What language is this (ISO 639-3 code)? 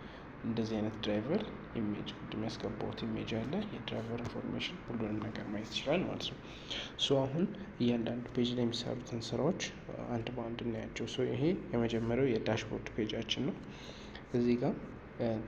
amh